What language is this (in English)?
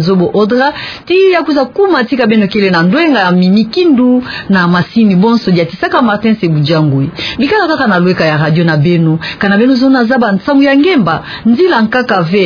Kituba (Democratic Republic of Congo)